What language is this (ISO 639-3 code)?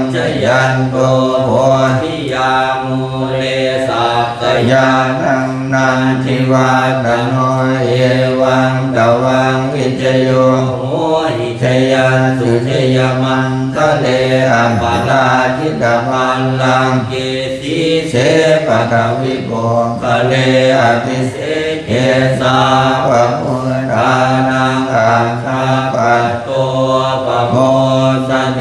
pli